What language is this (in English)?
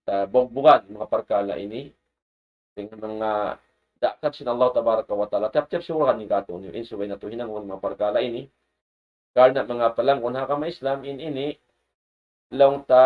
Tausug